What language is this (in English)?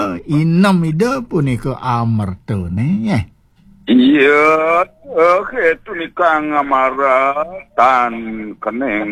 Balinese